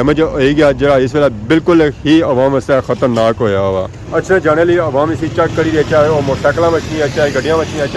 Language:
Pahari-Potwari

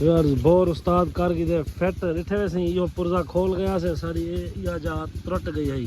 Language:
Saraiki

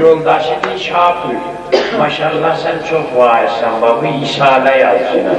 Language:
South Azerbaijani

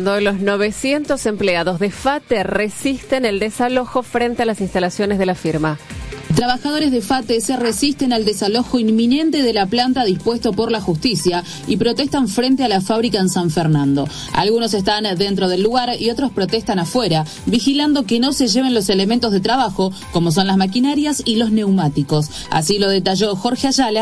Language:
Spanish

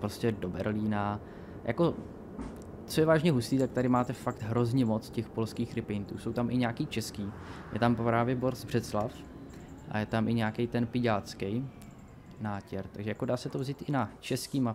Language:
Czech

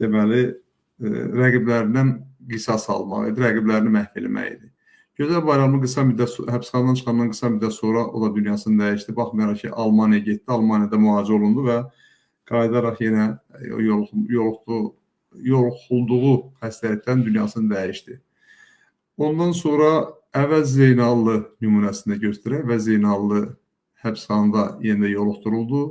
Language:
Azerbaijani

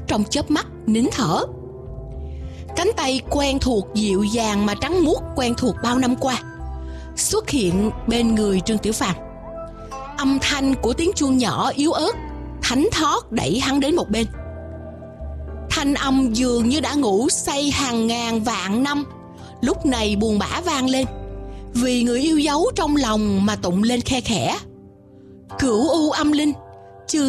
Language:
Vietnamese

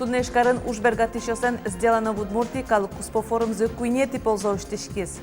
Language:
Udmurt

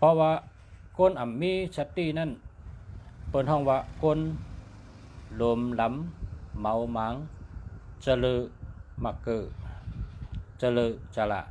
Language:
Shan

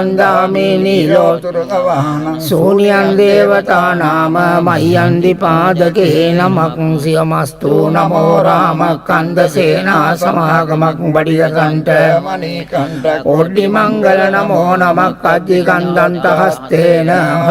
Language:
Sinhala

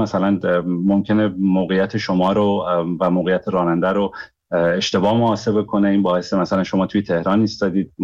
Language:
Persian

